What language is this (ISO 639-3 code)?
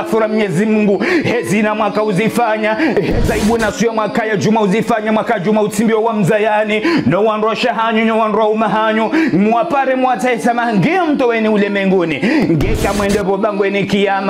zdj